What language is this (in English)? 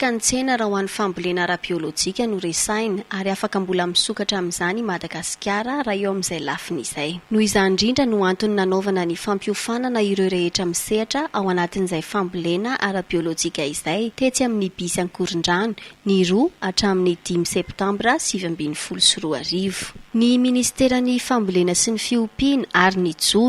Malagasy